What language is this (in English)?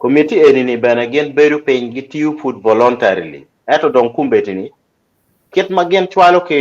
Acoli